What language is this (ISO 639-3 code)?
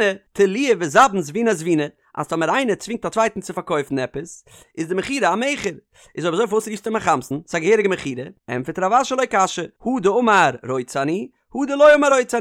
yid